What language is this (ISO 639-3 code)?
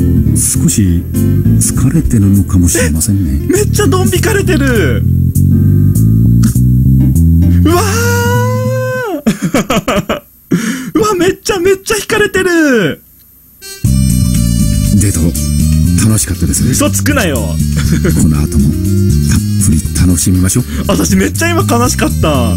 jpn